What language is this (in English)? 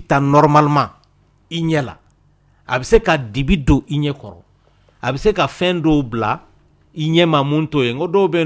Dyula